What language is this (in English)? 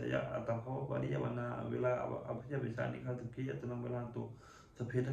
Pali